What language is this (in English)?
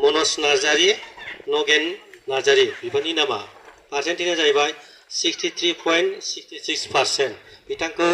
Bodo